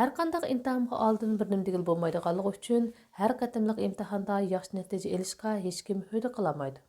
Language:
Uyghur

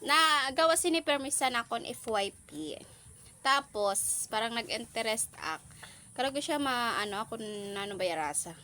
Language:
Waray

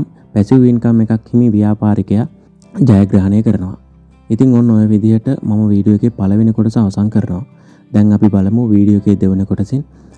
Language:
Sinhala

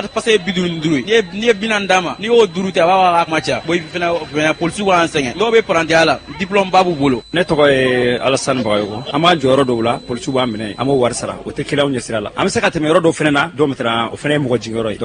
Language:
Bambara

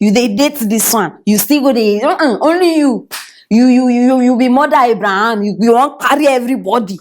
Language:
Nigerian Pidgin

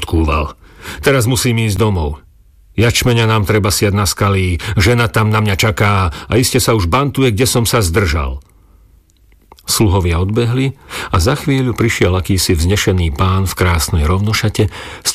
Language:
Slovak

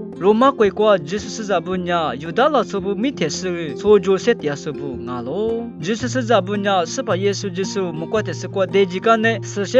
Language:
Lisu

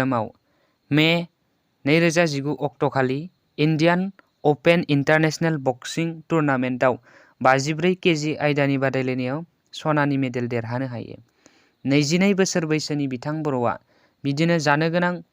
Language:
Bodo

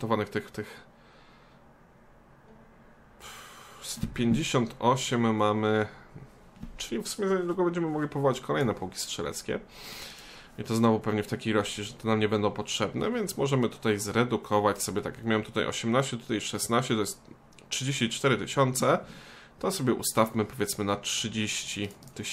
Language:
Polish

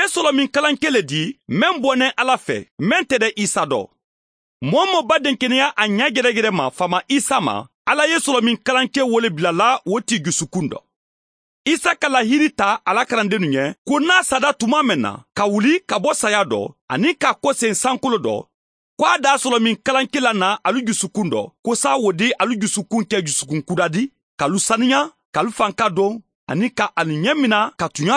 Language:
Mandingo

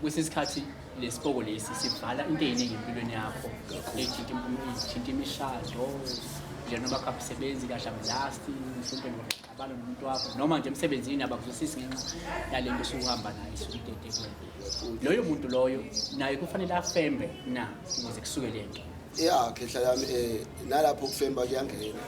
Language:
Zulu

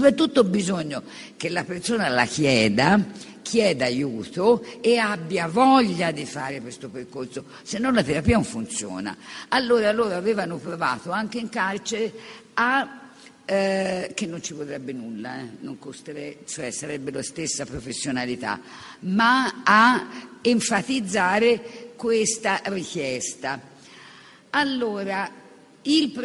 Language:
Italian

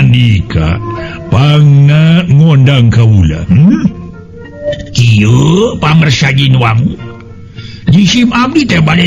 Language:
Sundanese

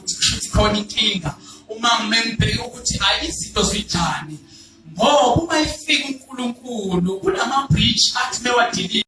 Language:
Zulu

